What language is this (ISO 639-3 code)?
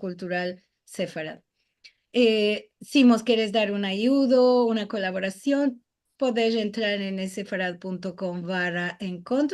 lad